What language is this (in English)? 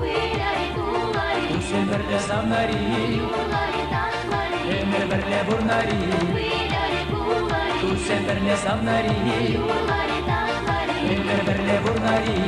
Chuvash